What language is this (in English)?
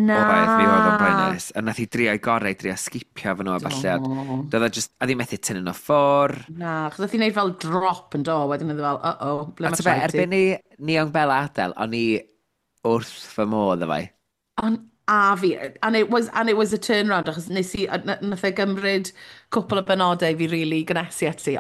Welsh